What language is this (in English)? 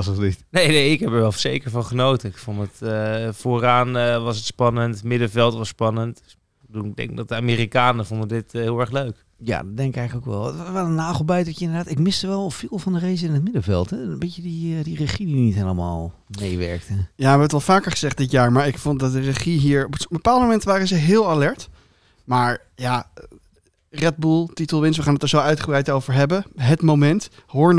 Dutch